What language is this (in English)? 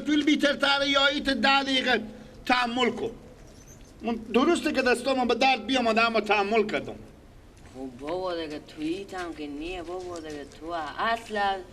Persian